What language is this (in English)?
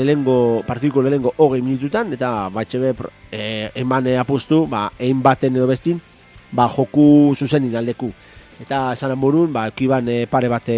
Basque